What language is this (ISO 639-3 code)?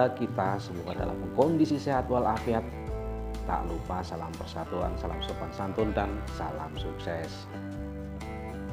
ind